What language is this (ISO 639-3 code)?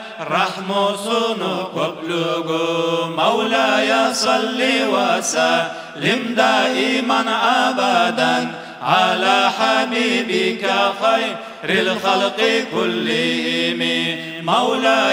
kum